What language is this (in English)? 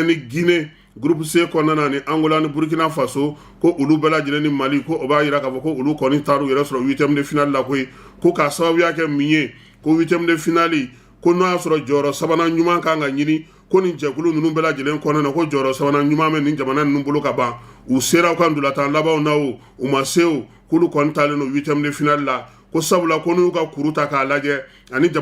Bambara